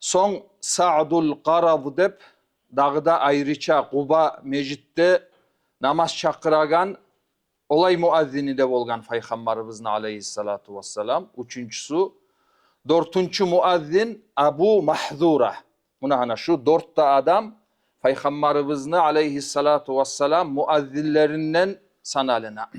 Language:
Kumyk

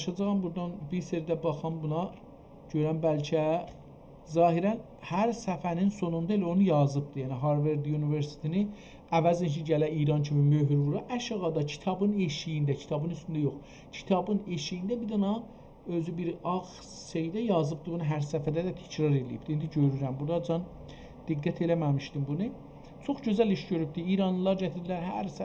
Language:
South Azerbaijani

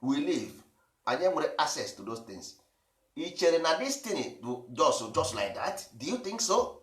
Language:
Igbo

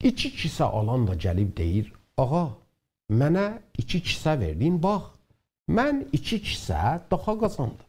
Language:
South Azerbaijani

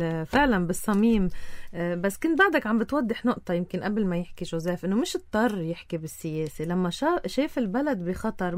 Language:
North Levantine Arabic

